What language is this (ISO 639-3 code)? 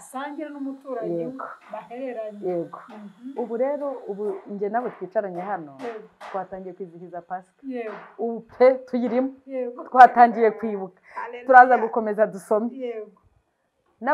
kin